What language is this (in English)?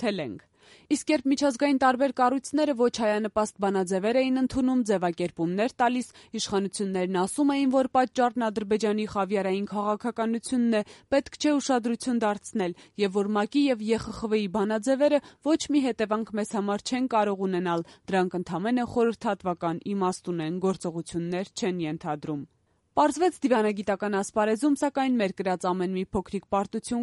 Armenian